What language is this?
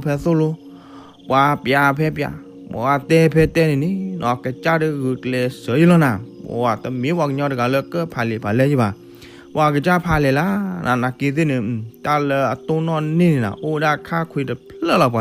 S'gaw Karen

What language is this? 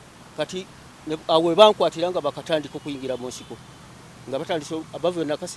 Ganda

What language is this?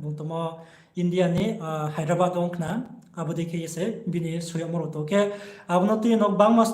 Riang (India)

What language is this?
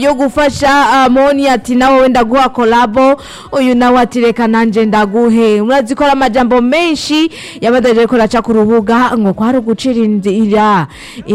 Rundi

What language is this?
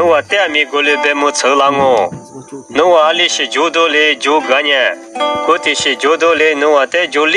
Lisu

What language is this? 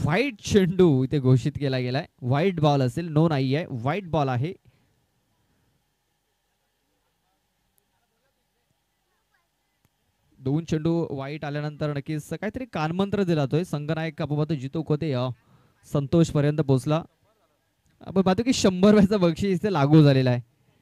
Marathi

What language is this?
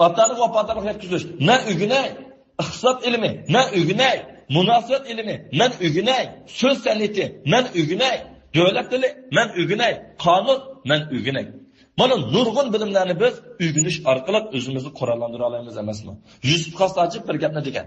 Uyghur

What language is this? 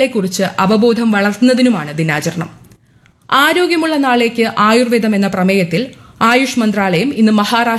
Malayalam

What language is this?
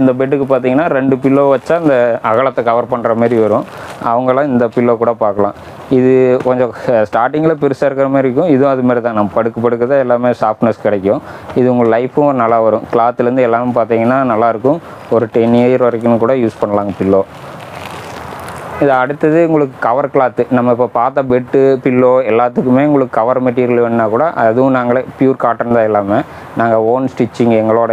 Tamil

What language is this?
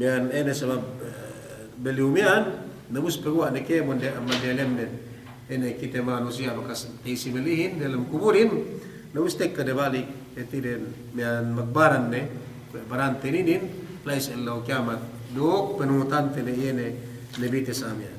Yakan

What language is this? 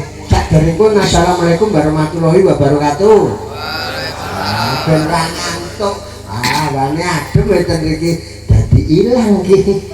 Javanese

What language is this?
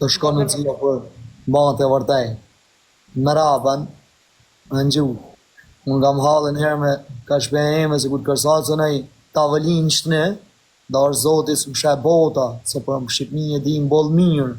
Albanian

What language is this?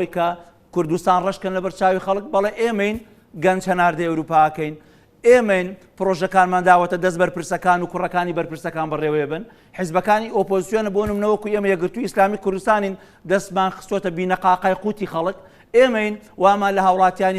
Central Kurdish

